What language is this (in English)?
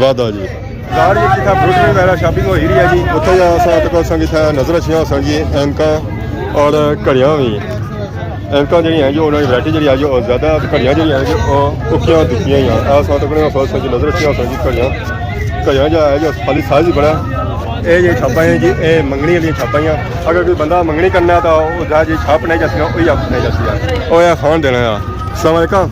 Pahari-Potwari